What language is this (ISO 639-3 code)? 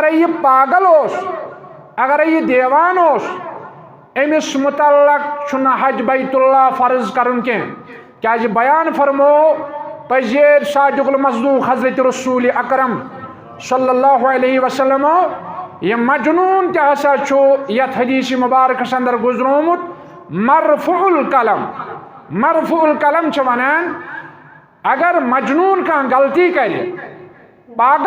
kas